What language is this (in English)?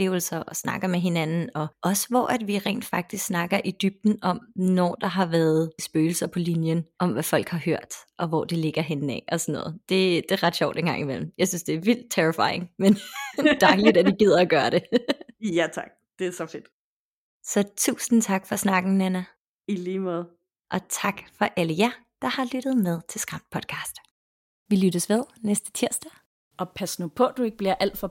Danish